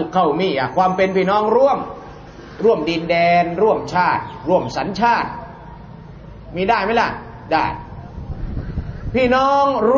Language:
Thai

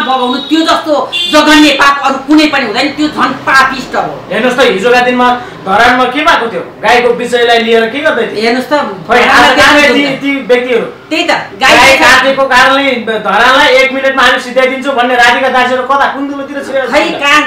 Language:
Nepali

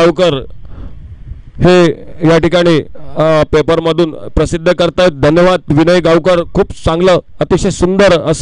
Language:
Marathi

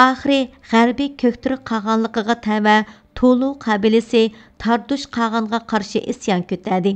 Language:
Uyghur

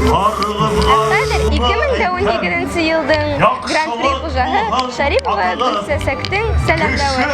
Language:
Bashkir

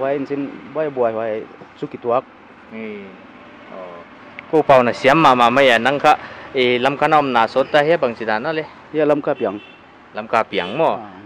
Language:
Paite Chin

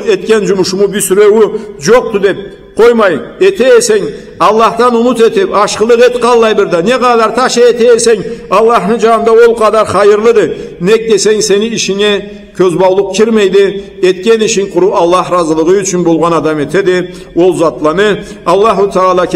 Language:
Karachay-Balkar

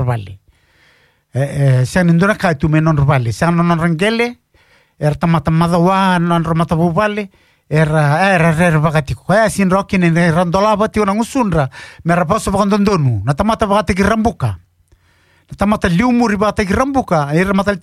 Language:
Fijian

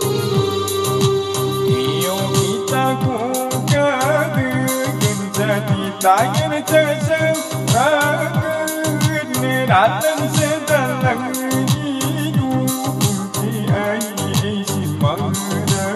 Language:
Malay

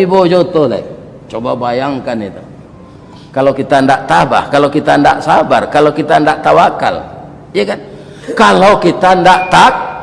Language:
Minangkabau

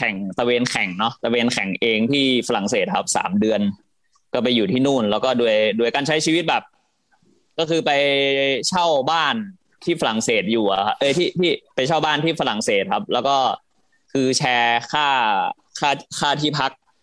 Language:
Thai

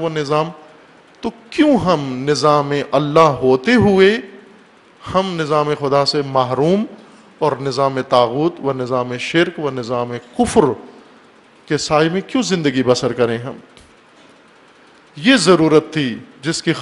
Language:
Urdu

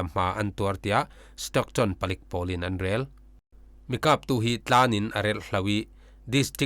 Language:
Falam Chin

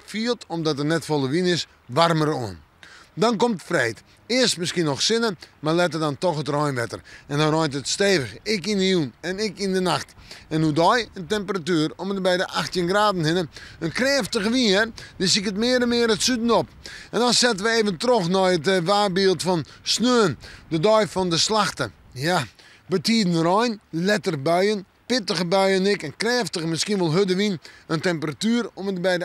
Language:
Western Frisian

